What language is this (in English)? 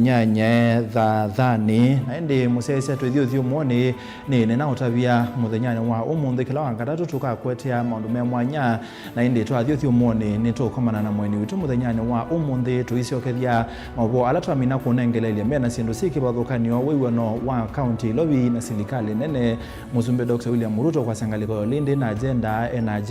Kamba